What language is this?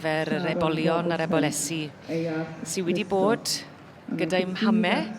Welsh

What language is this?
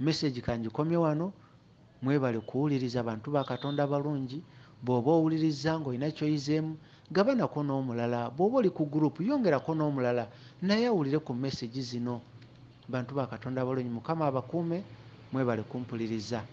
Ganda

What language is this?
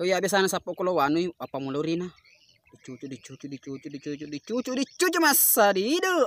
Buginese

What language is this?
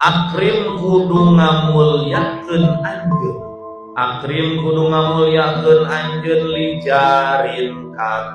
Sundanese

